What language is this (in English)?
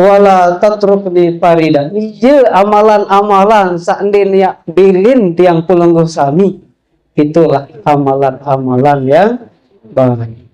Sasak